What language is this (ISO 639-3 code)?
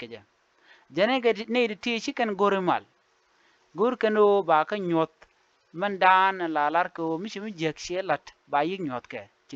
nus